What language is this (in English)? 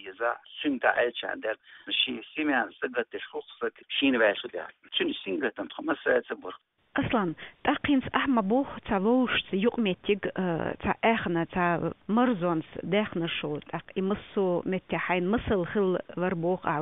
Chechen